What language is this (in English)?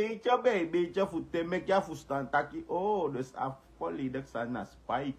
Sranan Tongo